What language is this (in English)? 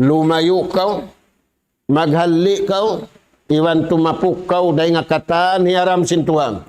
Tausug